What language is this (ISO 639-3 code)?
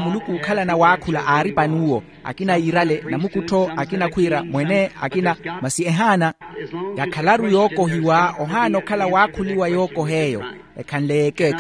vmw